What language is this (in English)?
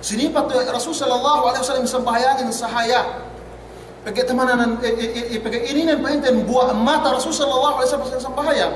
Yakan